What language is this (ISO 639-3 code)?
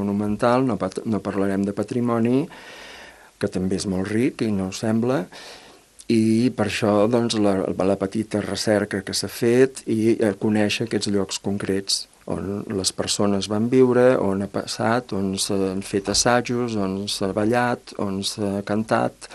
cat